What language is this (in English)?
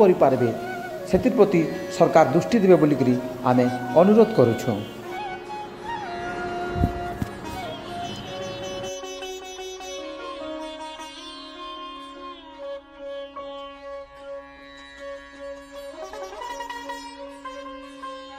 Sambalpuri